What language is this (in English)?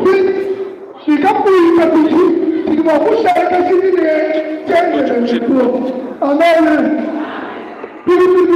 Luba-Lulua